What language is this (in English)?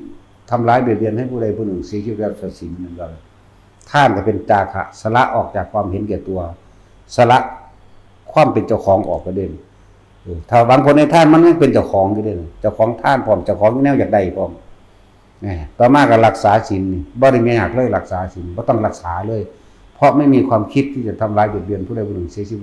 Northeastern Thai